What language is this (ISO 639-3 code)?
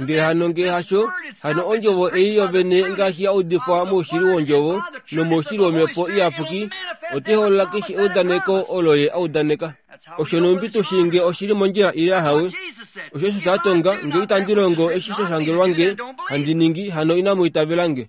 kua